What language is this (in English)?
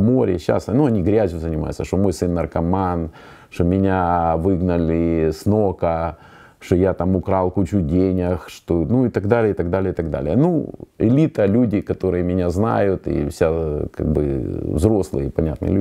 Russian